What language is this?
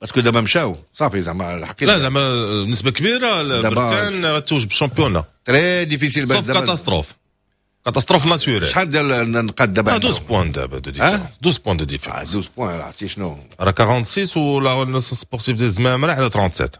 Moroccan Arabic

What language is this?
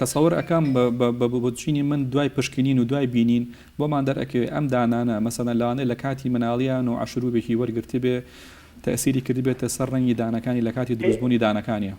Central Kurdish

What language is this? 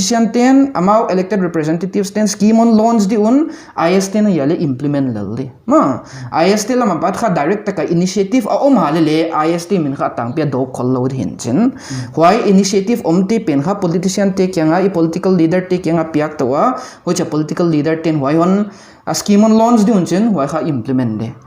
Paite Chin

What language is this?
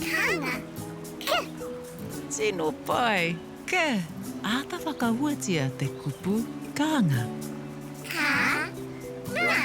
Māori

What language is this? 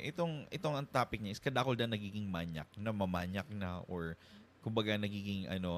Bikol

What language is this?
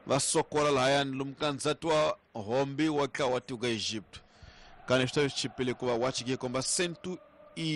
Tsonga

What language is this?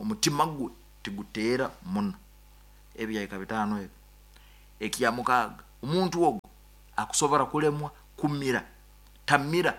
Nyankole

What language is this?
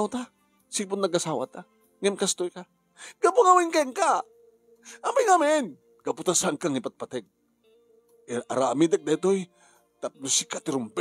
Iloko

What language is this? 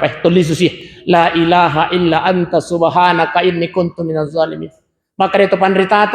Buginese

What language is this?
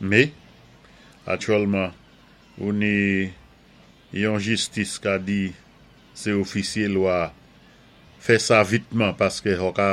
Saint Lucian Creole French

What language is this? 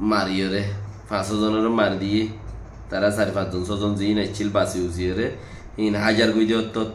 Rohingya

